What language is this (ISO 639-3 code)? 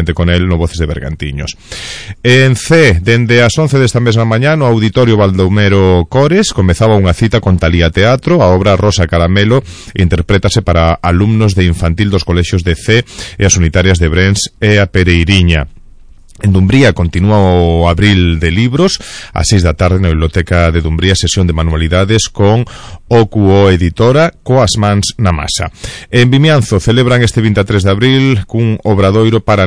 glg